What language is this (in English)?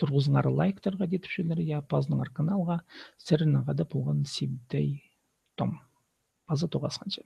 Khakas